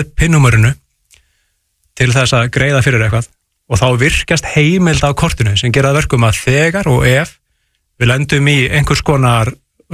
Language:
Icelandic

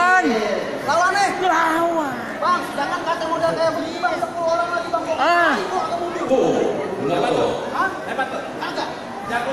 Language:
Betawi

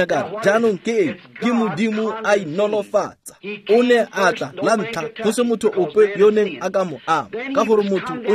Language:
Tswana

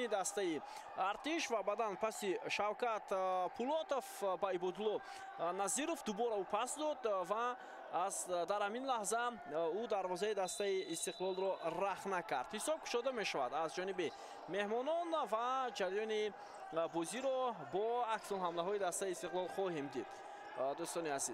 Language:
Tajik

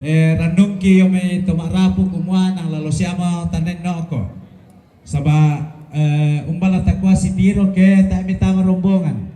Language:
Toraja-Sa'dan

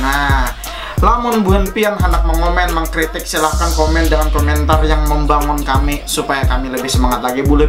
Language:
Banjar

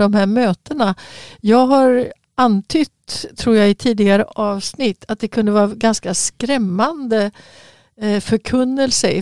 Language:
Swedish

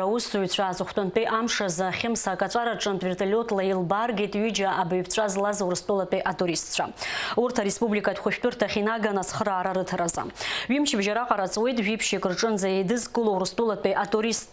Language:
Abkhazian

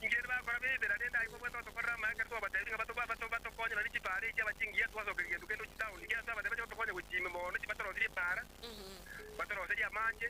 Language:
Gusii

